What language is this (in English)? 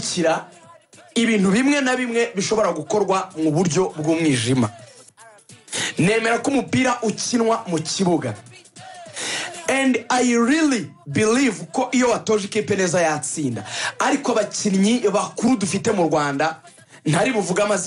Kinyarwanda